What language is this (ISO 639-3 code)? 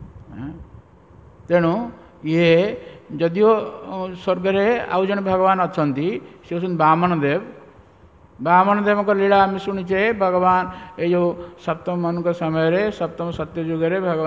ori